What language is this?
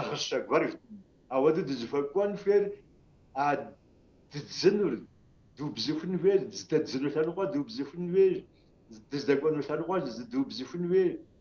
Kabardian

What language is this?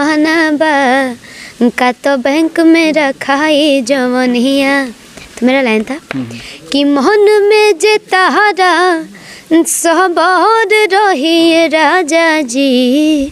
Bhojpuri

